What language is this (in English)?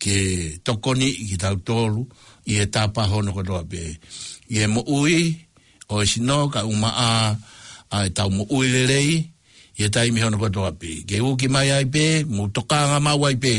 Tongan